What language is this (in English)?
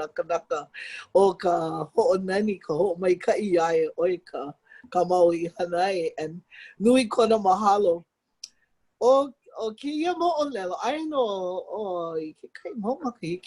Hawaiian